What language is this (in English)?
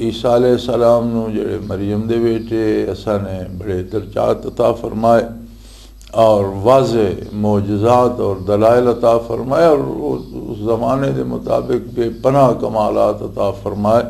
Western Panjabi